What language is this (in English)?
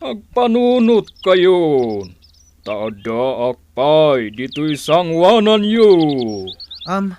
Iloko